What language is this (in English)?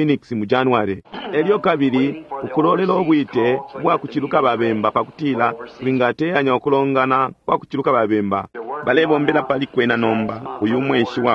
Bemba